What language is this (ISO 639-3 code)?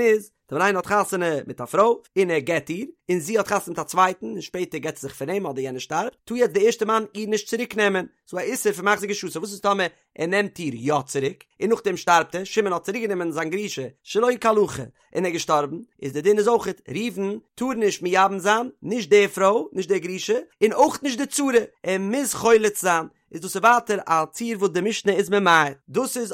yid